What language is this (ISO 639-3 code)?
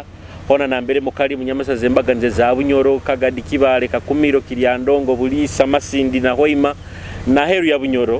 nyo